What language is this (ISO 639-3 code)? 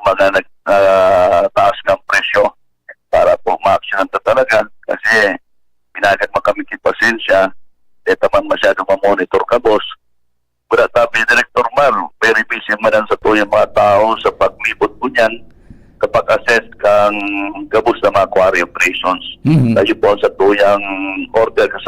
bik